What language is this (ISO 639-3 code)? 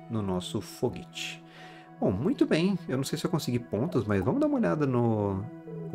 por